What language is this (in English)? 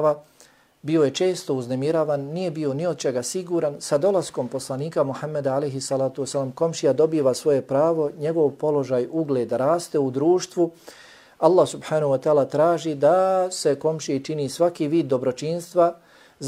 Bosnian